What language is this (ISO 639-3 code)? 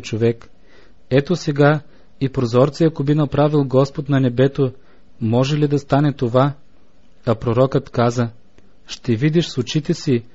bul